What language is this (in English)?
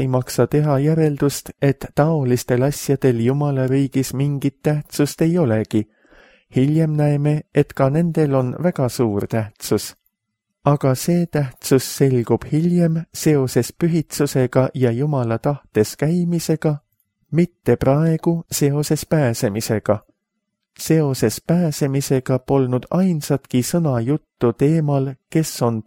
Estonian